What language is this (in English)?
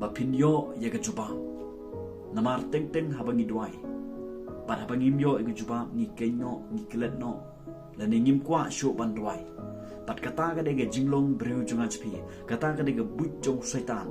Khasi